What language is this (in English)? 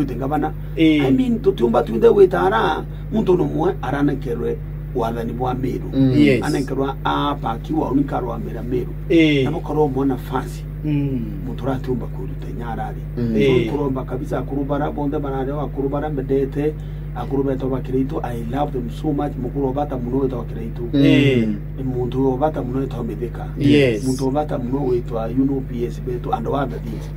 Meru